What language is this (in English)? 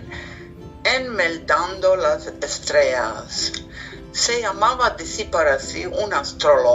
Ladino